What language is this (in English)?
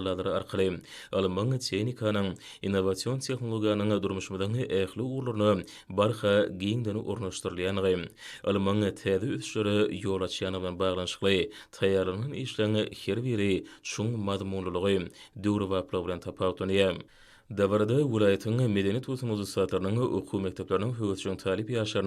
Turkmen